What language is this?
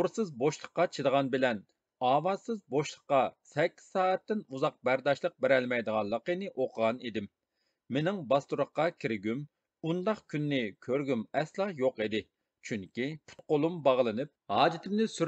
Uyghur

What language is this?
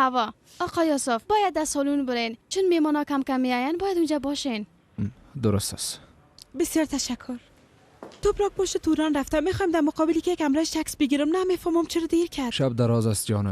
Persian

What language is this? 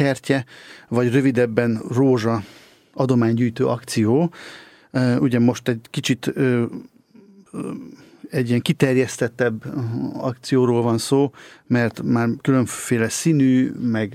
Hungarian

